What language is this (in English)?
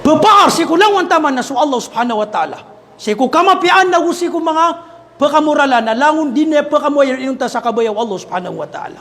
Maranao